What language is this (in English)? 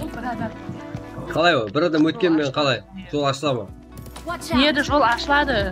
Kara-Kalpak